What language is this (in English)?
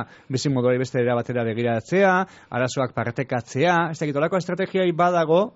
Basque